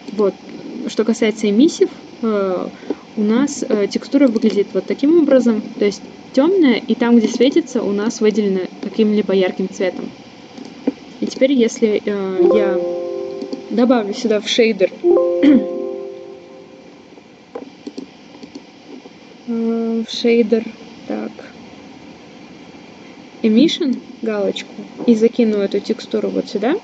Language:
Russian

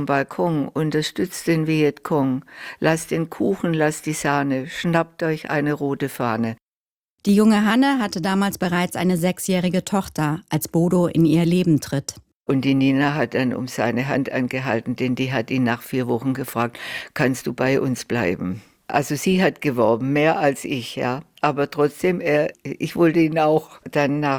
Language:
German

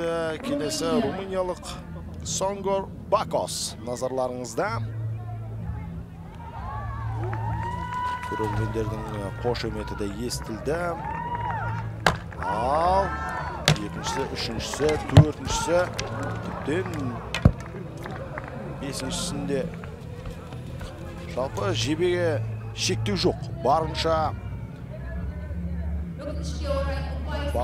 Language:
Kazakh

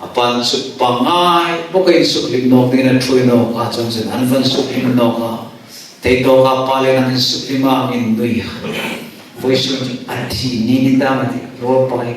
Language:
Hmar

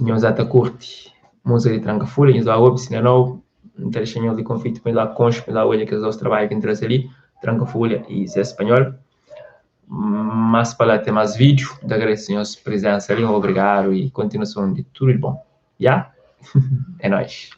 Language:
Kabuverdianu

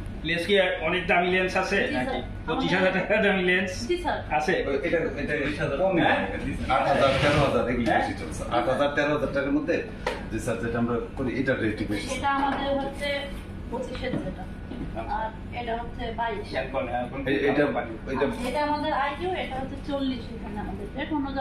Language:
Bangla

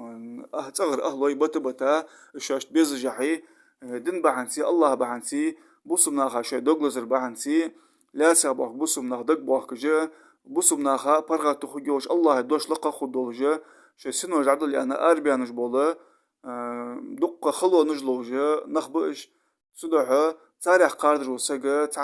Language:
Ingush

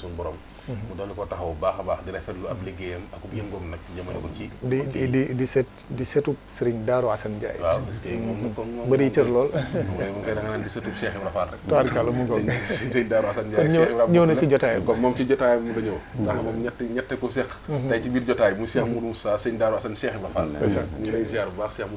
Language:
Wolof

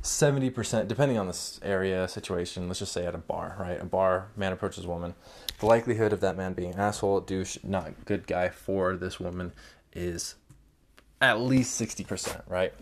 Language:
English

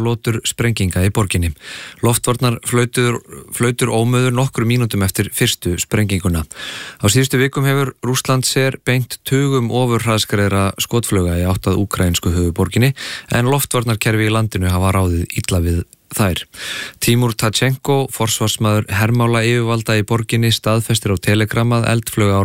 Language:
Icelandic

